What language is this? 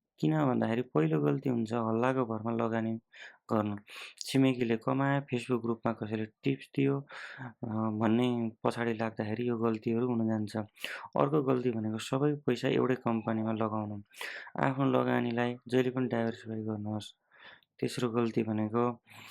Nepali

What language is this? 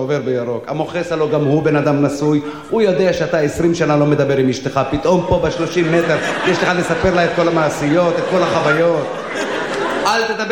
Hebrew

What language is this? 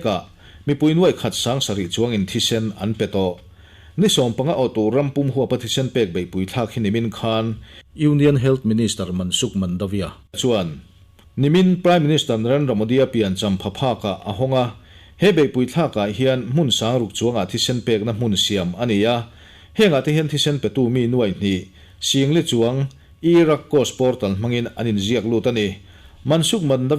Mizo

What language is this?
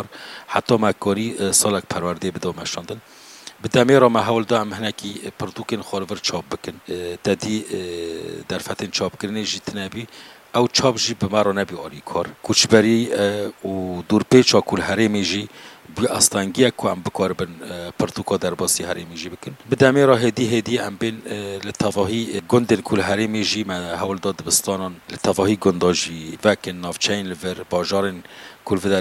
Kurdish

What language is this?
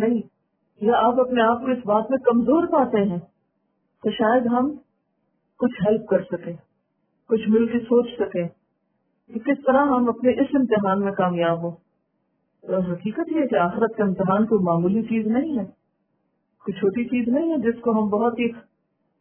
Urdu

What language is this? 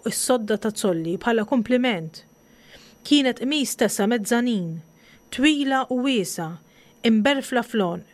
Maltese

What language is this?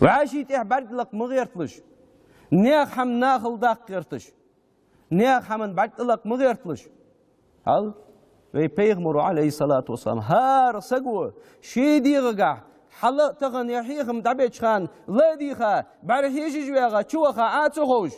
Ingush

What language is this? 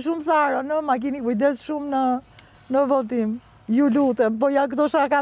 Albanian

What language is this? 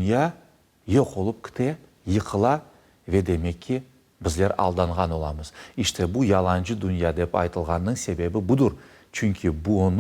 Crimean Tatar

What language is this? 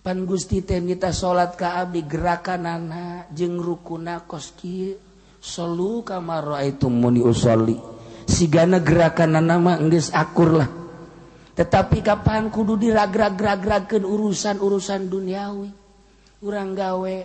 Sundanese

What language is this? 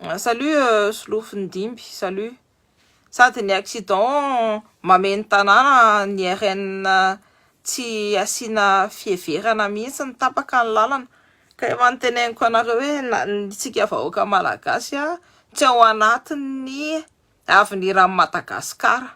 Malagasy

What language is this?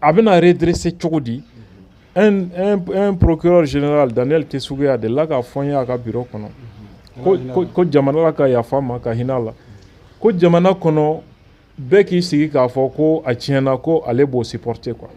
Bambara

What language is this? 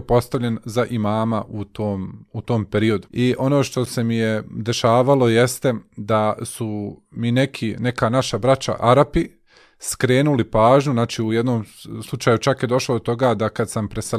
Bosnian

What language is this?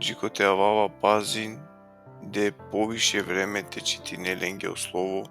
Balkan Romani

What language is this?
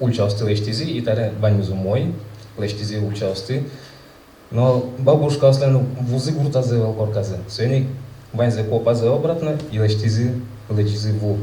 Udmurt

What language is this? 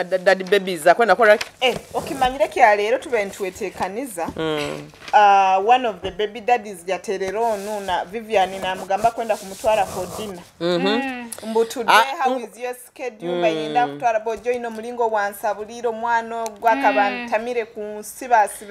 Nyoro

